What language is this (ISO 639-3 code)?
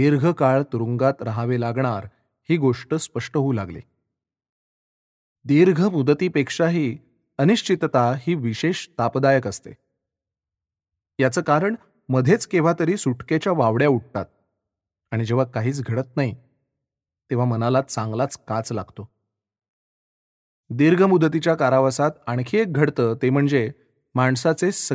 mar